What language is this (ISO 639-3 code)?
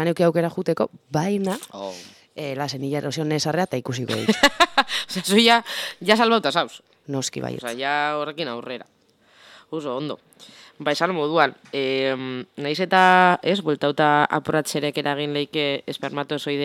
eus